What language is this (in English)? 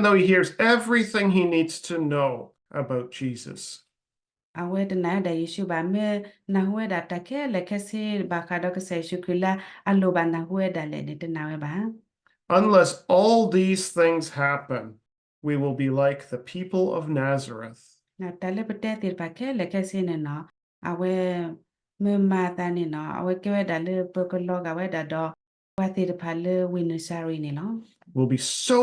S'gaw Karen